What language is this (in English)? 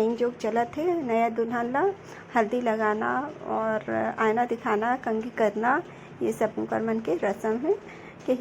Chhattisgarhi